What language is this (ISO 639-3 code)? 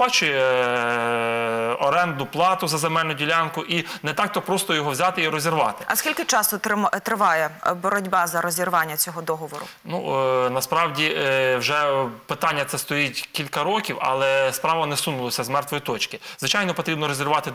ukr